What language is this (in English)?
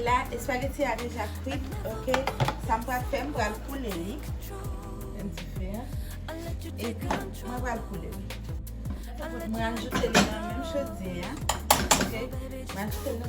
Haitian Creole